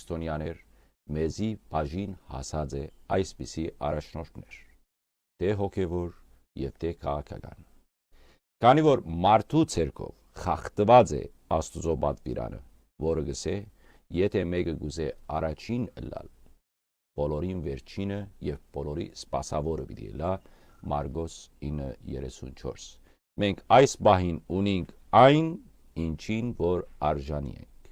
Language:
Western Armenian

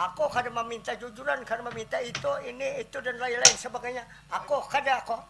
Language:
Banjar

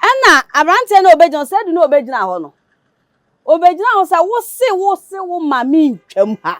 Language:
Akan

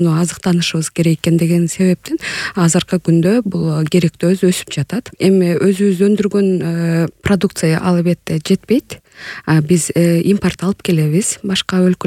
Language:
Kyrgyz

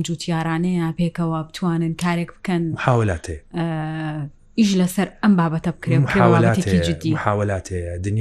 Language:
Central Kurdish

